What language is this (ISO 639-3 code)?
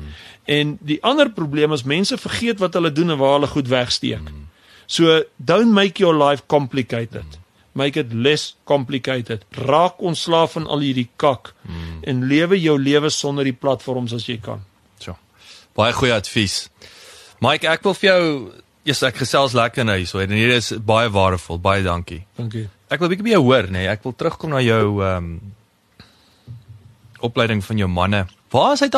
afr